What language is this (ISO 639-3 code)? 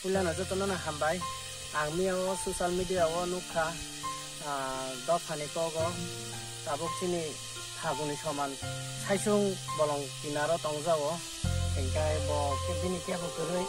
trp